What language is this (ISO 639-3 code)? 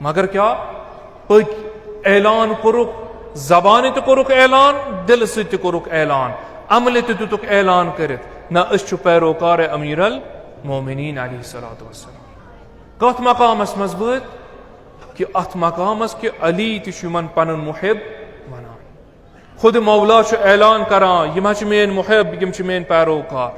kas